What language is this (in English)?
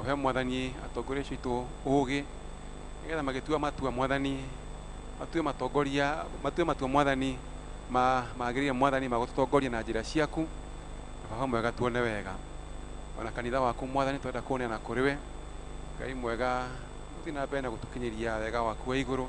Kikuyu